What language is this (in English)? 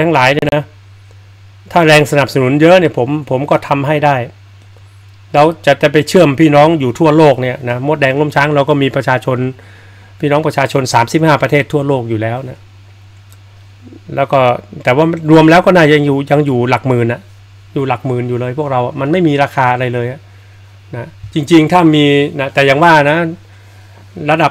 Thai